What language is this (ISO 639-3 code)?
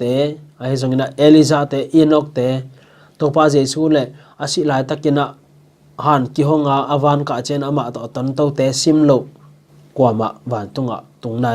ctd